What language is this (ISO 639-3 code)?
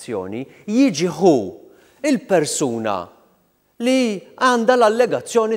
mlt